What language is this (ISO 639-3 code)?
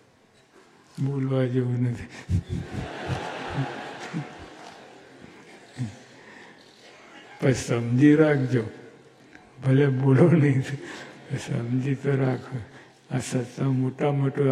guj